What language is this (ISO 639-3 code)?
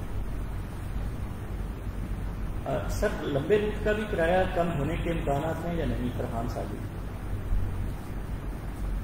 urd